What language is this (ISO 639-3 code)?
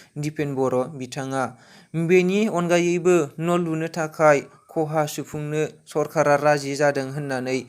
brx